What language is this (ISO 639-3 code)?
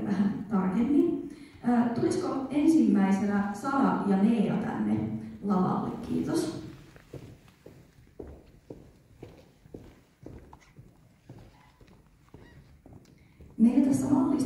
fin